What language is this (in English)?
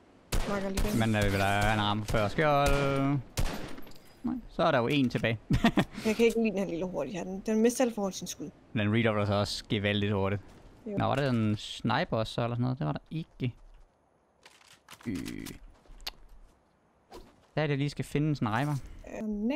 Danish